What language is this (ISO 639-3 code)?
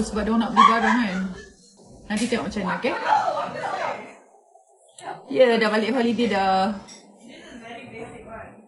msa